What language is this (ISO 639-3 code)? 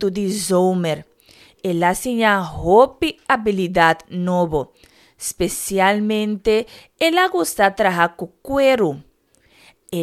pap